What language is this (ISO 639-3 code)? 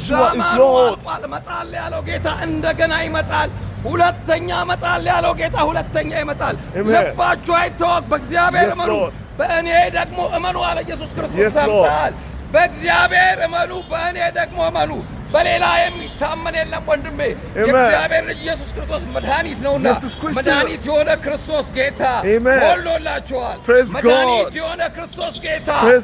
amh